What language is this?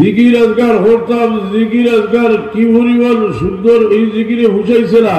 Sylheti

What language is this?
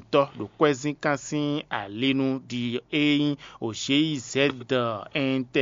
Fon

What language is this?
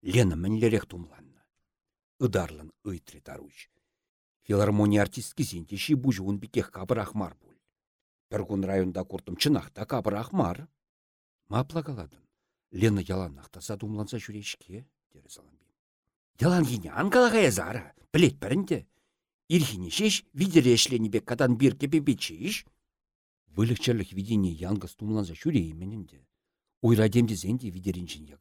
Chuvash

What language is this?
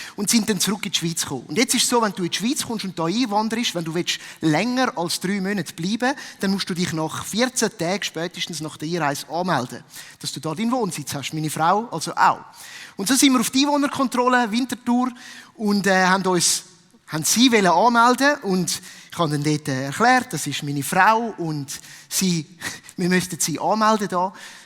Swiss German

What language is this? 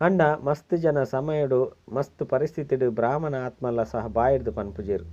Tulu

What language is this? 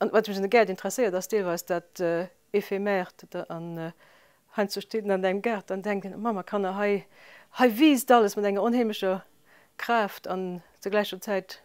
Luxembourgish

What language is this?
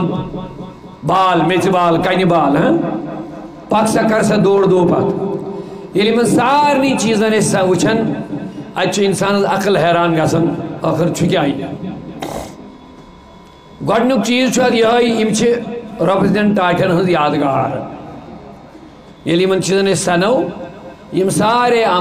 Kashmiri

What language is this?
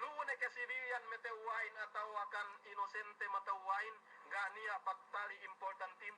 Yakan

